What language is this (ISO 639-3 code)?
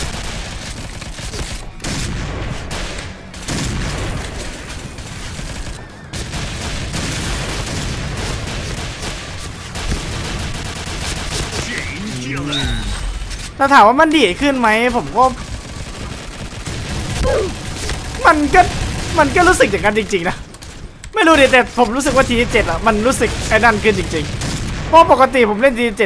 tha